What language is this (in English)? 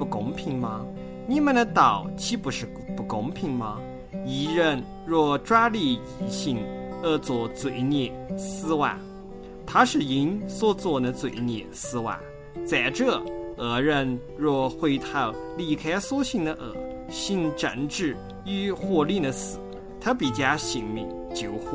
Chinese